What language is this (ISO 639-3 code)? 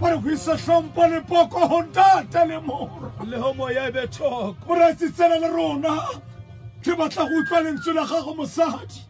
tsn